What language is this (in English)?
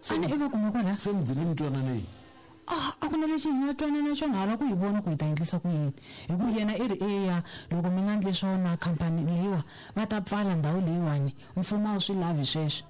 Tsonga